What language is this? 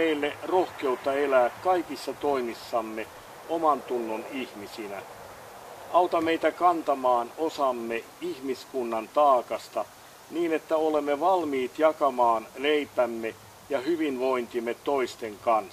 Finnish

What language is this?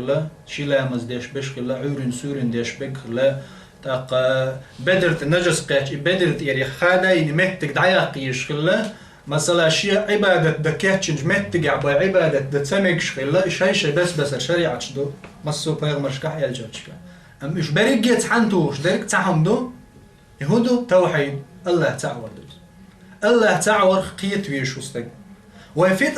Chechen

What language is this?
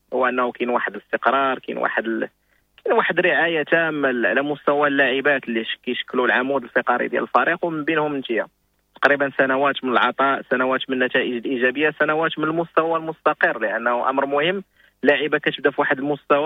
Moroccan Arabic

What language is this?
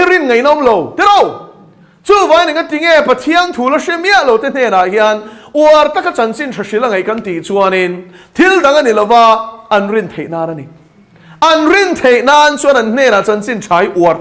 Mizo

